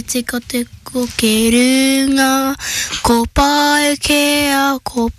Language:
Māori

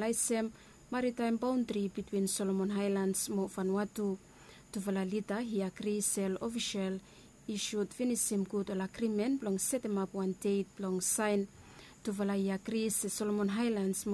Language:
Bislama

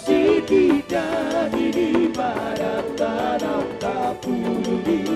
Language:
Batak Toba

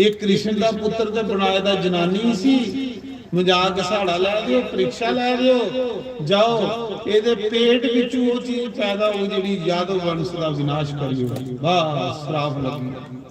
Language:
Dogri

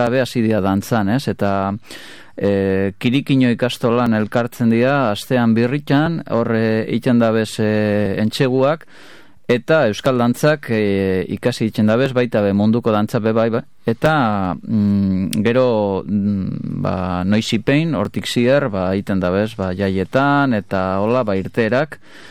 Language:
Basque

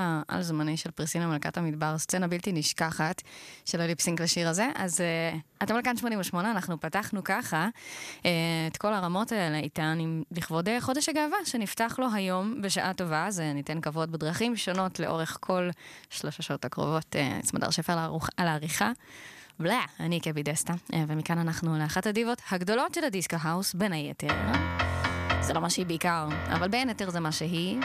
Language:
Hebrew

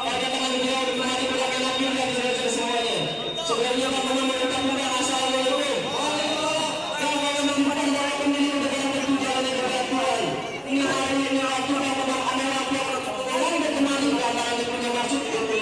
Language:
Betawi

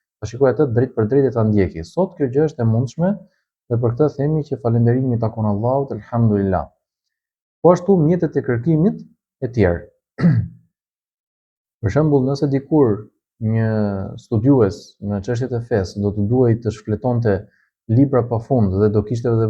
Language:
Albanian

